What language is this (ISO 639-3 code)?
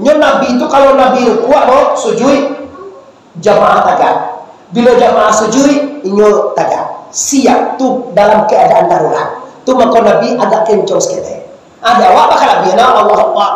min